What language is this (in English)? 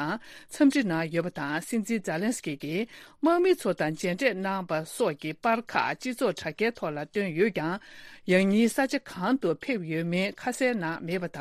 Tibetan